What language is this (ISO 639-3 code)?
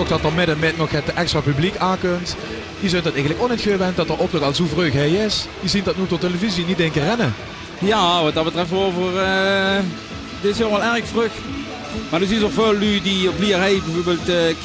lim